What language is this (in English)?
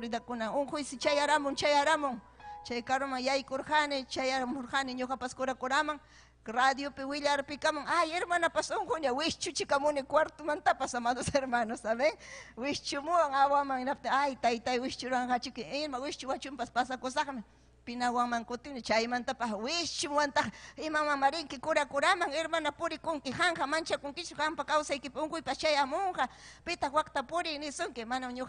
Ayacucho Quechua